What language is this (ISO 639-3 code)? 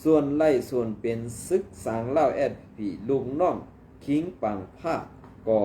shn